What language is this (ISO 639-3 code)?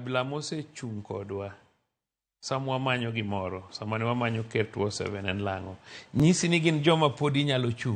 luo